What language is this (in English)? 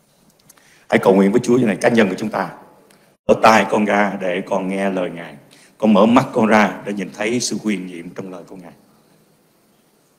Vietnamese